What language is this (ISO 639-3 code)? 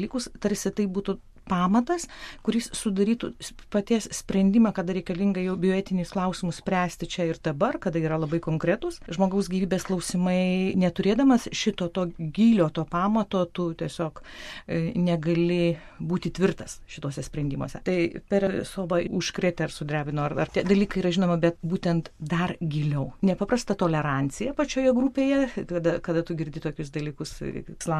lit